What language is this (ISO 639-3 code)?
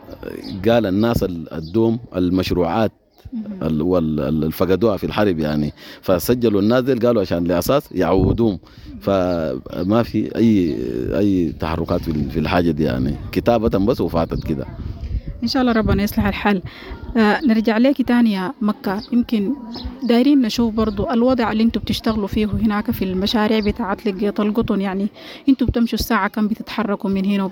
apd